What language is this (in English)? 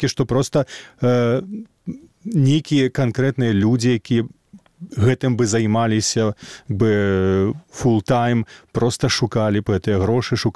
Belarusian